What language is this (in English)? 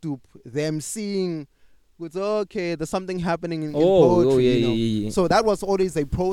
English